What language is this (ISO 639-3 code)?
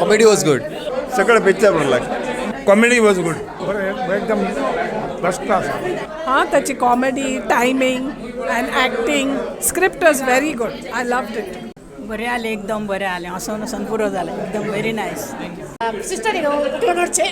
kok